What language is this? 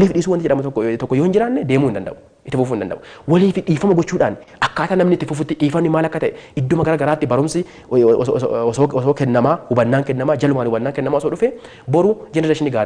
Oromo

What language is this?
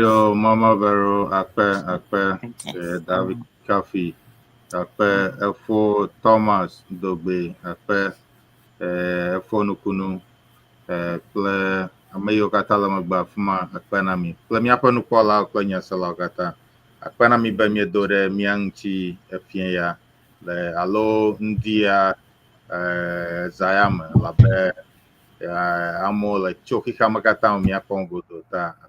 Ewe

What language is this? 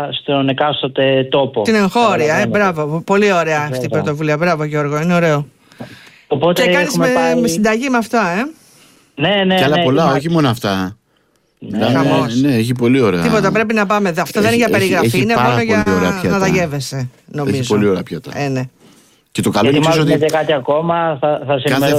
Greek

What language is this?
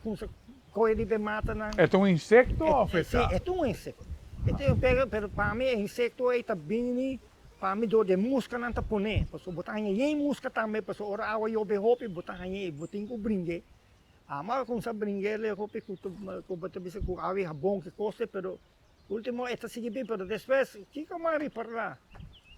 Papiamento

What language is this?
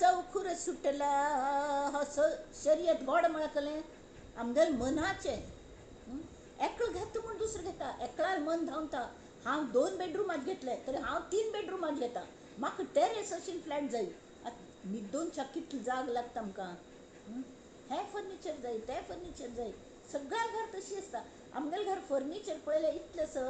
Konkani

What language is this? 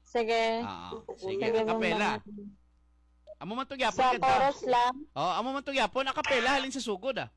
Hiligaynon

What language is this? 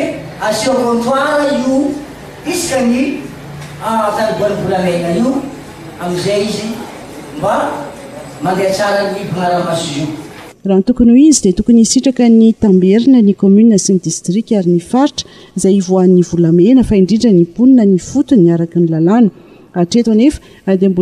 Malagasy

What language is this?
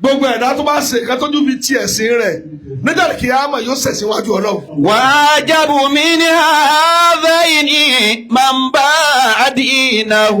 Yoruba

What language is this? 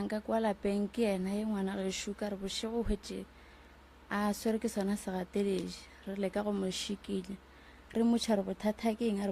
Northern Sotho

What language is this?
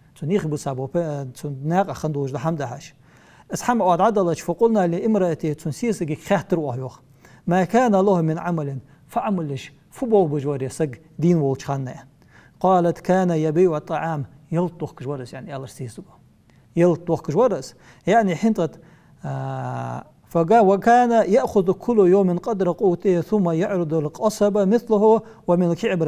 Ingush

